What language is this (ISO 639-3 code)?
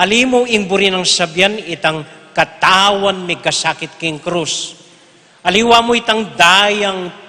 pam